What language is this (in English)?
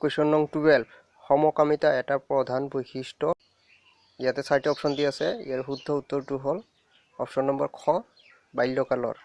Assamese